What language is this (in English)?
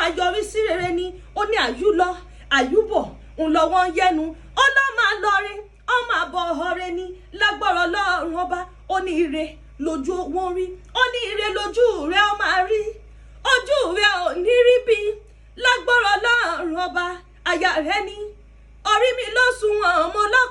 Yoruba